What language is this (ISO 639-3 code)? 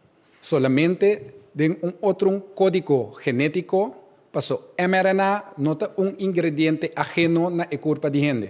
pap